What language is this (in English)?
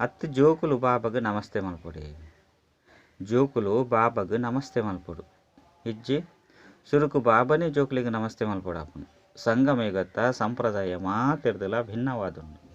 Tulu